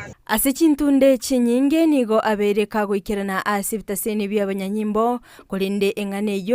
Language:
Gusii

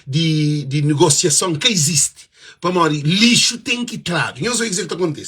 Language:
Kabuverdianu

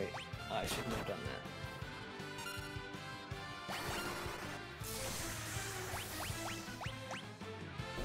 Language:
English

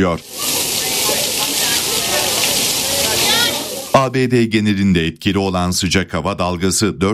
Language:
Turkish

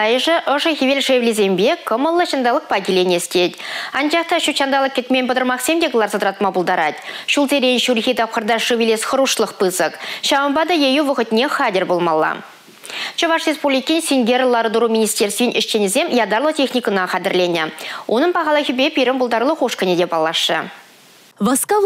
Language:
Chuvash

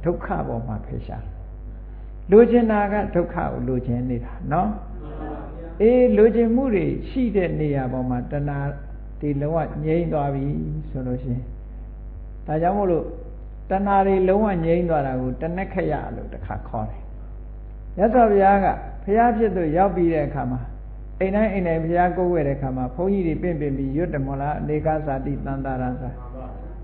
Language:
Burmese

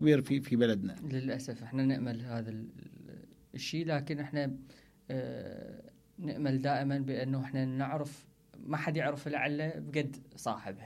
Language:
Mesopotamian Arabic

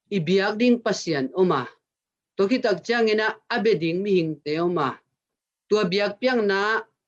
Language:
Tedim Chin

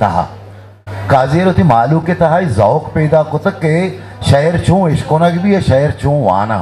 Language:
Eastern Balochi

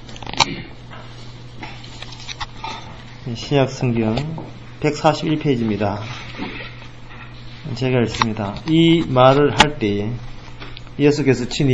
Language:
Korean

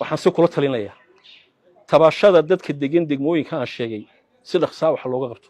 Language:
Somali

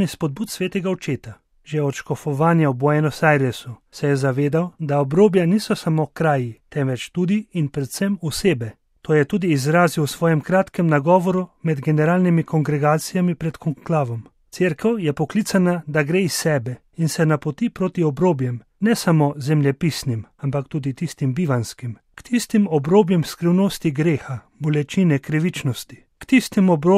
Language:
Slovenian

